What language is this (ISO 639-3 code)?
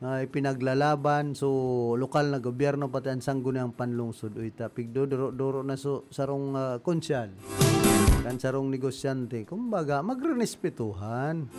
bik